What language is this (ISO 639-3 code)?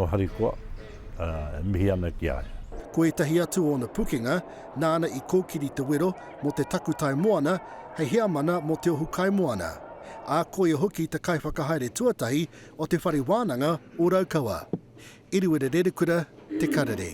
mri